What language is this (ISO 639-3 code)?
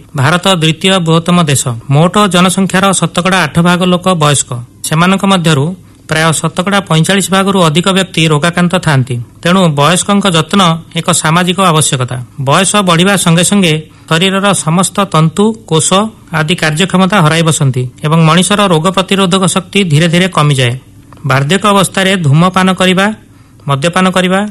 ori